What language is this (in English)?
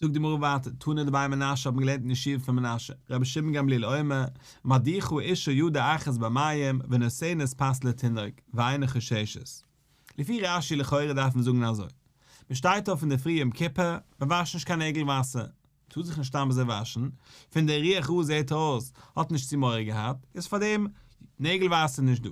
Yiddish